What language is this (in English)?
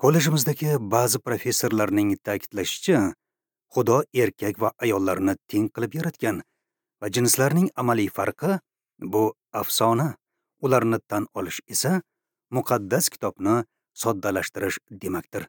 Uzbek